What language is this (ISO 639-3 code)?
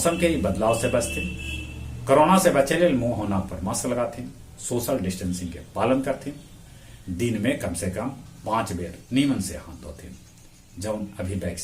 mag